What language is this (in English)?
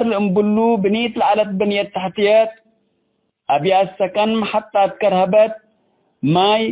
Tigre